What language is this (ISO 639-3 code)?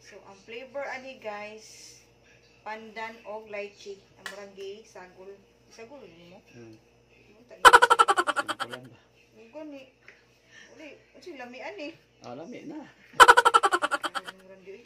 ceb